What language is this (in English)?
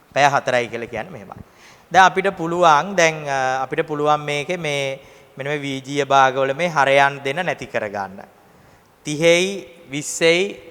Sinhala